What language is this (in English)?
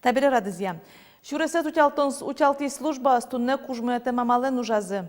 Udmurt